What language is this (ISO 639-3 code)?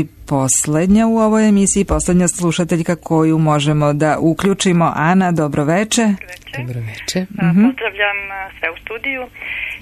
srp